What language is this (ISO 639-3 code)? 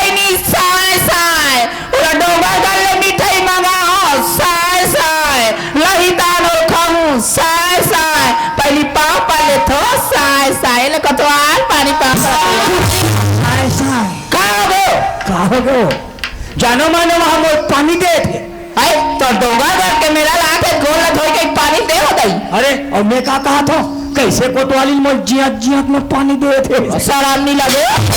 hne